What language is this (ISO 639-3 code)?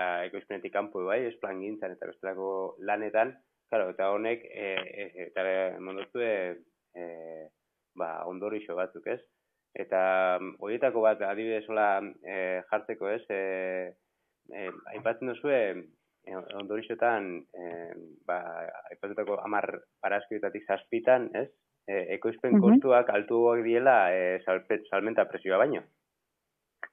eus